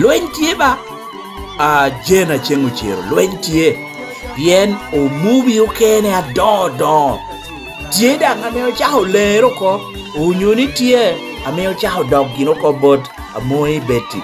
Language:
Lango (Uganda)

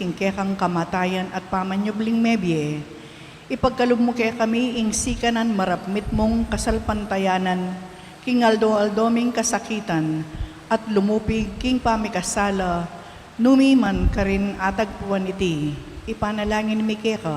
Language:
Pampanga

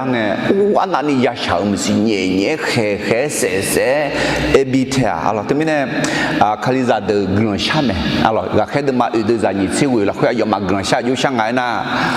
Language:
Akha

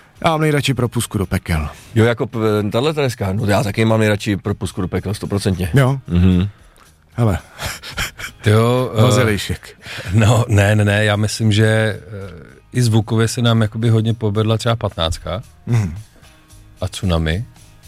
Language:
Czech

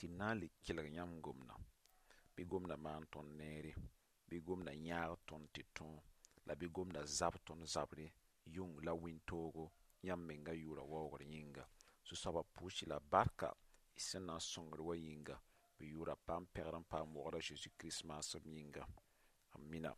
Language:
Mossi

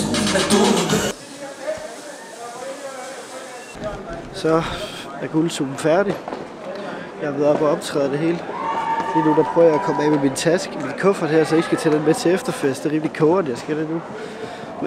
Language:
Danish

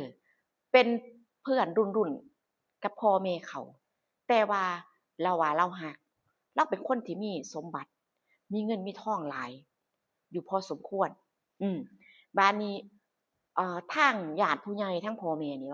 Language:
Northeastern Thai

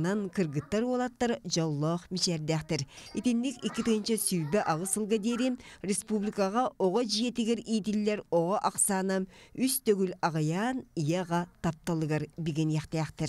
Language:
Yakut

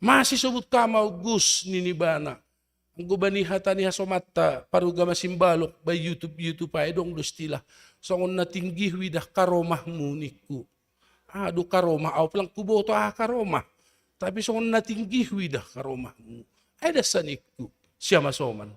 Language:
Batak Simalungun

